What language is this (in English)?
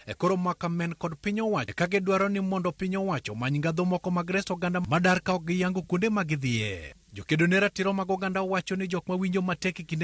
Luo (Kenya and Tanzania)